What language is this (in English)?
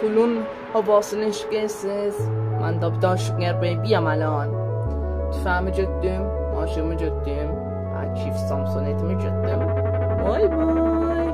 South Azerbaijani